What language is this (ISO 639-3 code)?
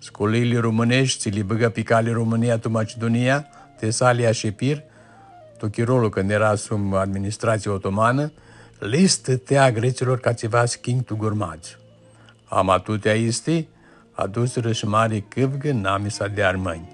rup